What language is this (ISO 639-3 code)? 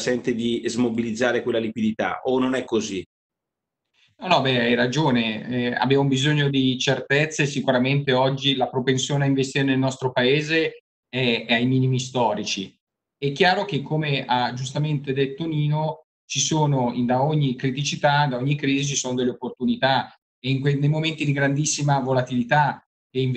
ita